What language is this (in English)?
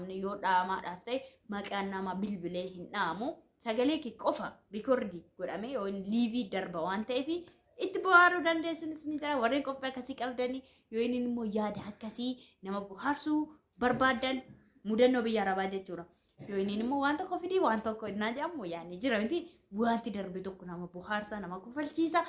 Oromo